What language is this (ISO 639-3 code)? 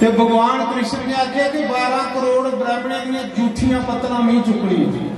doi